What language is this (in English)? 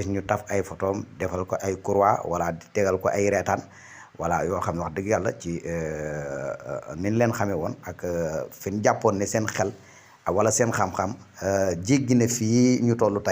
Wolof